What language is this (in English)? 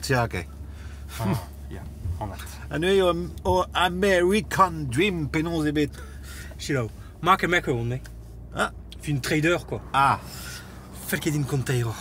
Breton